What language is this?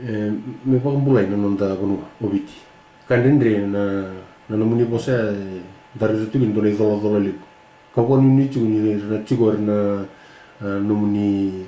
Fijian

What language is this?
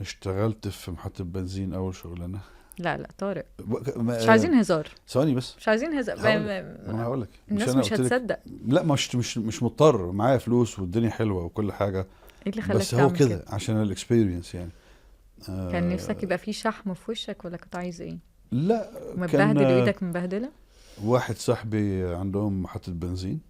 Egyptian Arabic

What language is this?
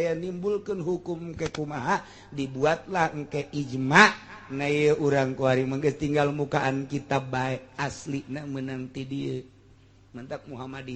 Sundanese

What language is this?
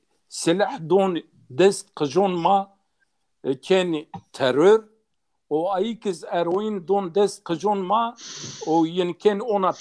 Zaza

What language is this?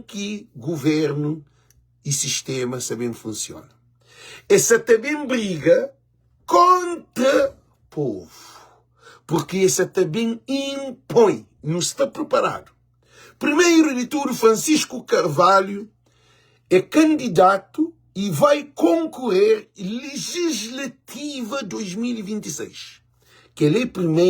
Kabuverdianu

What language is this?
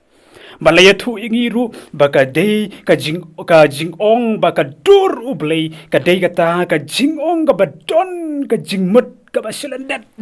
Khasi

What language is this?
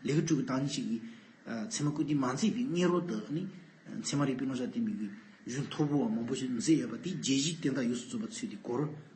Tibetan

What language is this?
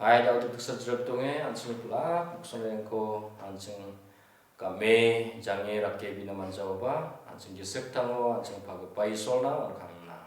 Garo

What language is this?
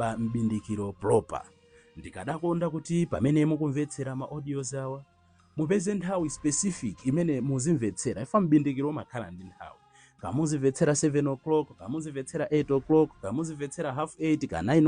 Nyanja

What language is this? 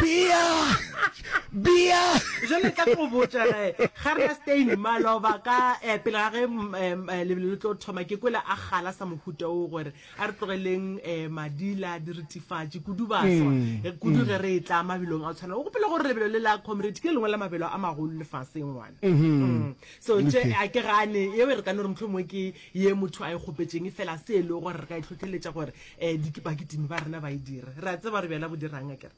Northern Sotho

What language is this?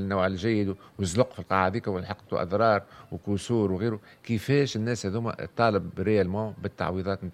Tunisian Arabic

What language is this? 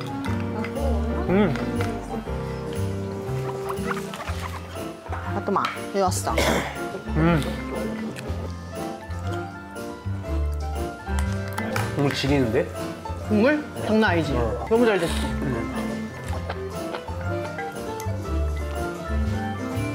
Korean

